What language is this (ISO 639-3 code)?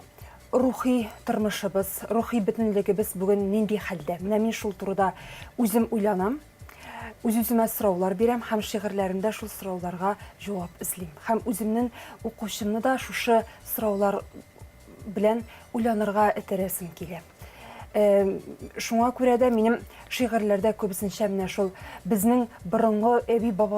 tat